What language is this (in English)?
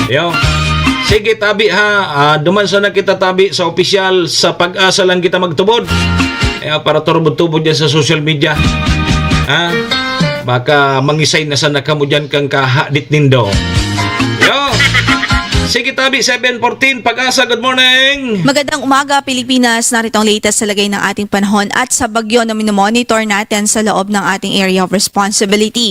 Bikol